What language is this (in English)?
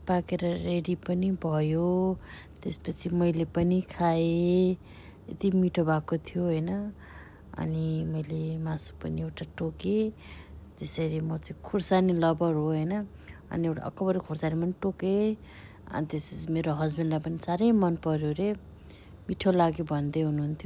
Nepali